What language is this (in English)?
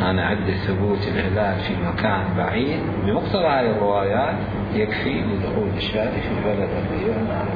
Mesopotamian Arabic